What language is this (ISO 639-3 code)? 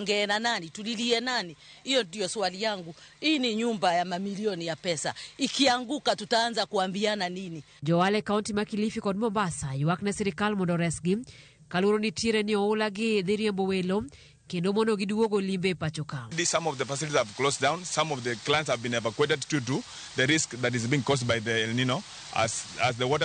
luo